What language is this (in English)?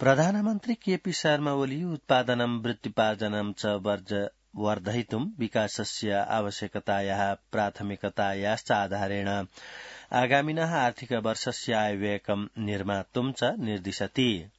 Sanskrit